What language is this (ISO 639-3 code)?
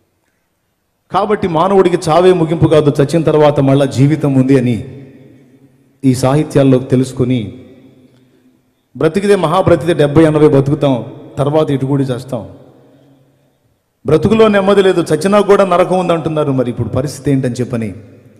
tel